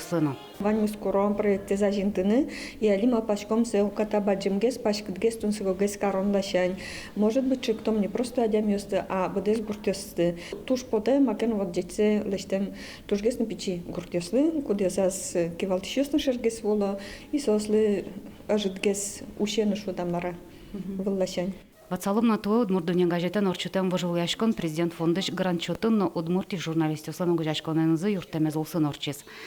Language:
Udmurt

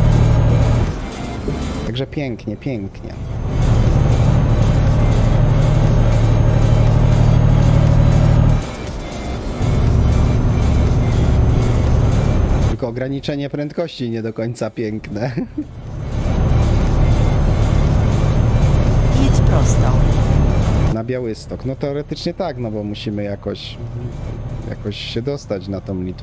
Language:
Polish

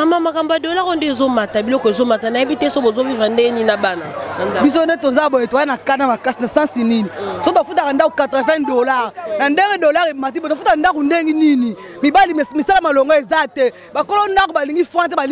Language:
Lingala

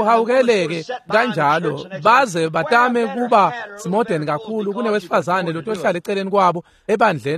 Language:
Swati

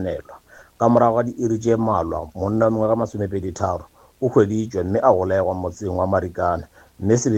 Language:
Northern Sotho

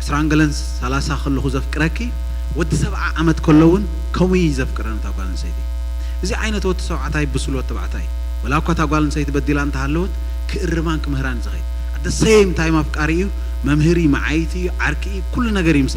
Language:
Tigrinya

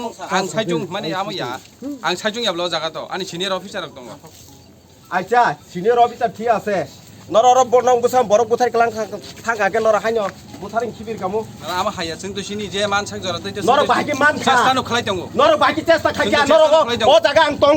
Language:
Kok Borok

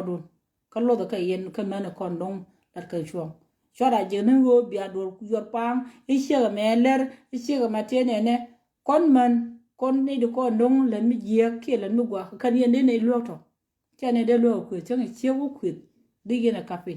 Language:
Nuer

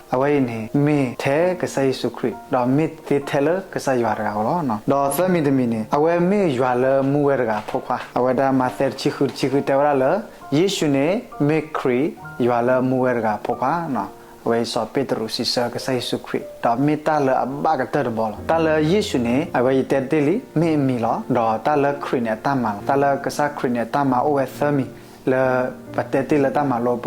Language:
S'gaw Karen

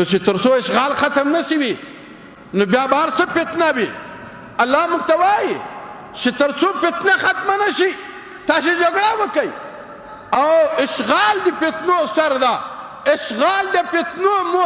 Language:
Pashto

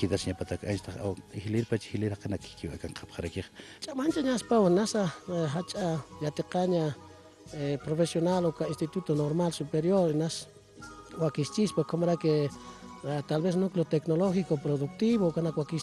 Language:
Aymara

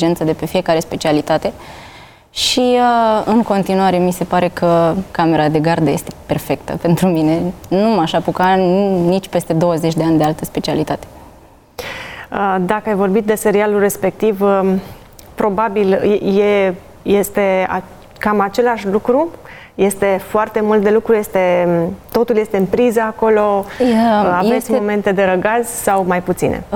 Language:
Romanian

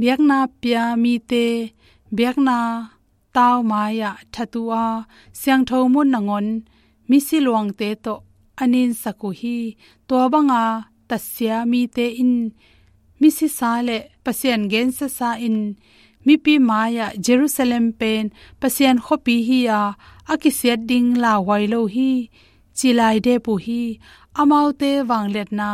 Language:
Tedim Chin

